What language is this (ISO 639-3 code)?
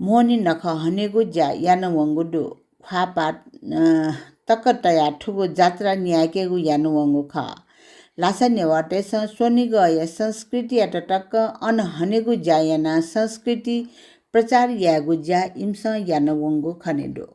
new